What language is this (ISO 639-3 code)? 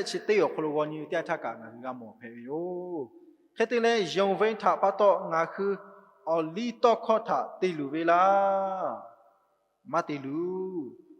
lhu